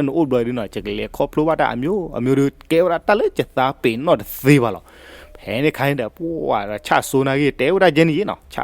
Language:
S'gaw Karen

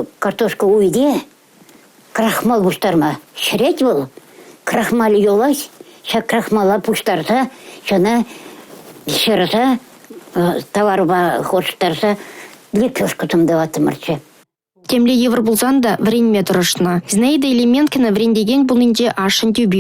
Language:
Chuvash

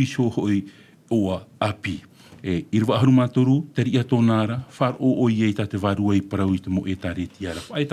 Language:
Tahitian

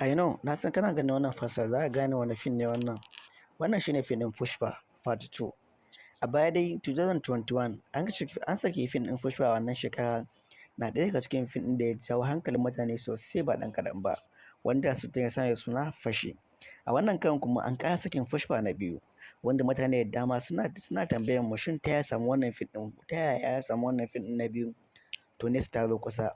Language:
Hausa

